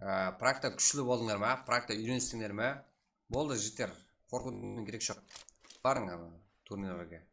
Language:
Kara-Kalpak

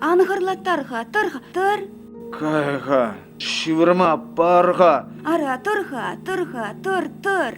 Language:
Chuvash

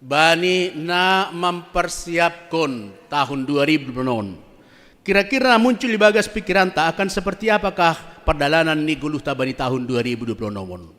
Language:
Batak Simalungun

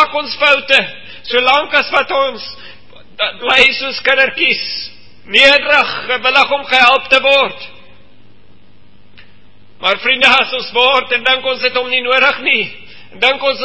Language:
Afrikaans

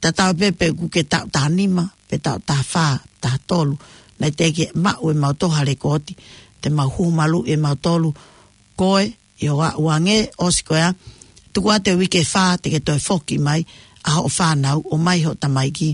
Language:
Tongan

